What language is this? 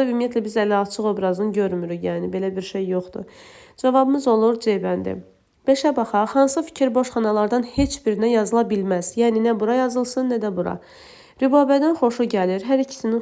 Azerbaijani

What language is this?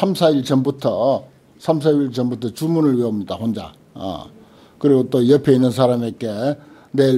Korean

